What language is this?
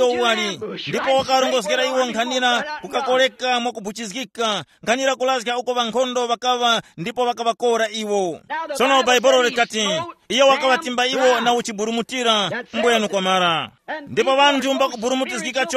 Tumbuka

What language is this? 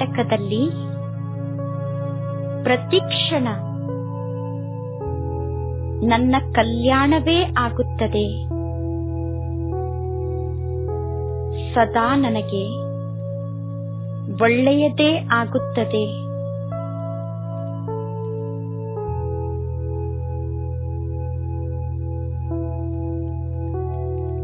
Kannada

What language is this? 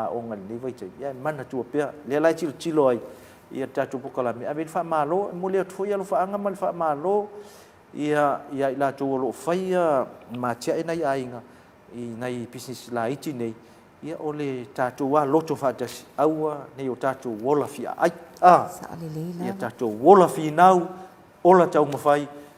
Samoan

